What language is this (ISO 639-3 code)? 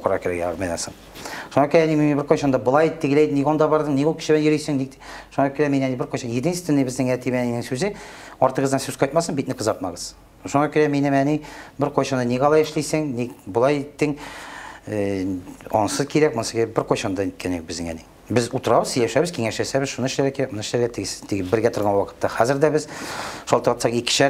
tat